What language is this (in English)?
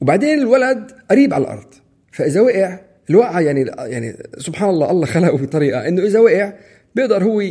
North Levantine Arabic